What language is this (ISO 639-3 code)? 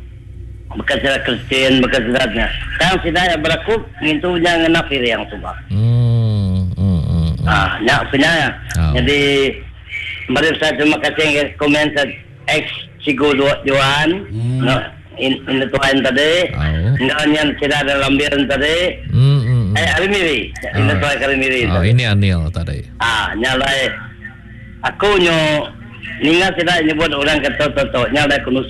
iba